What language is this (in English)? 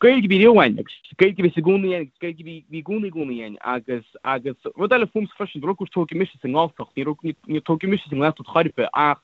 Irish